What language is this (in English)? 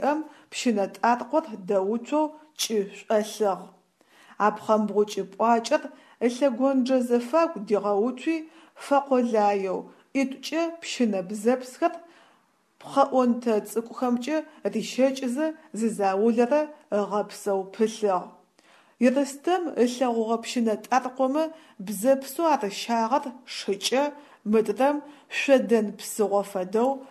Adyghe